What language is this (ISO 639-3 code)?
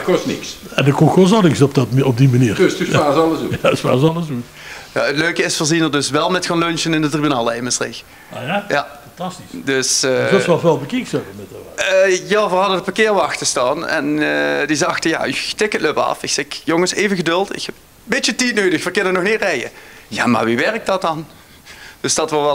lim